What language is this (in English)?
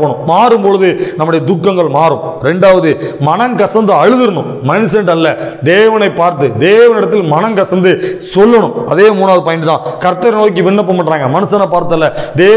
Tamil